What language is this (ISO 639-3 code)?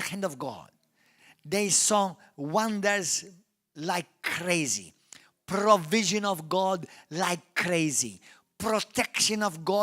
eng